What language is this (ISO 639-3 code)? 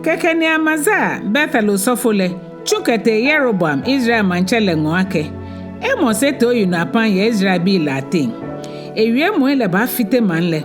gaa